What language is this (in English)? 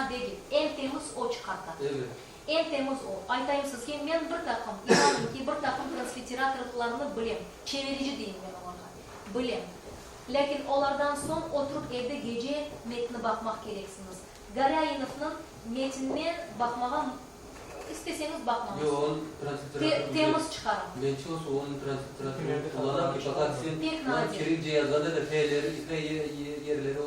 Crimean Tatar